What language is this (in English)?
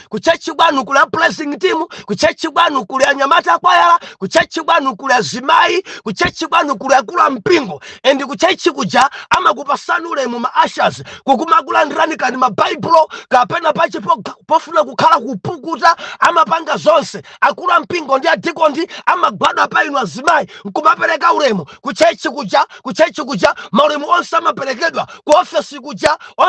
Nyanja